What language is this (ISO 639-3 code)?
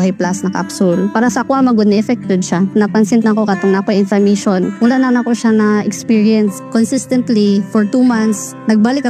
ceb